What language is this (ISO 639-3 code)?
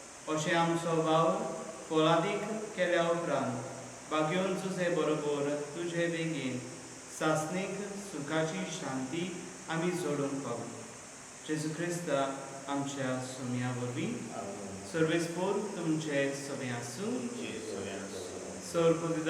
kok